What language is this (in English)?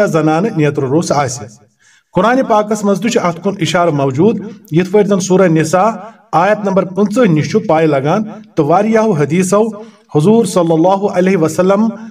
Kashmiri